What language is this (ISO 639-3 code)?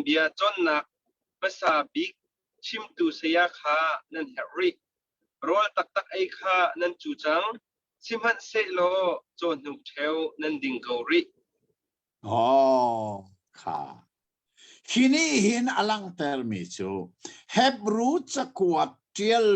cnh